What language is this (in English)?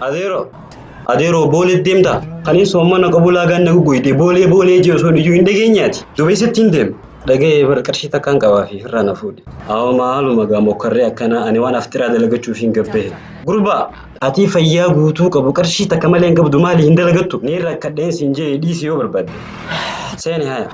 Oromo